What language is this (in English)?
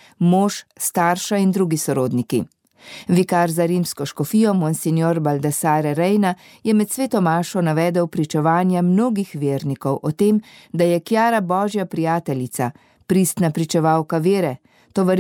Slovenian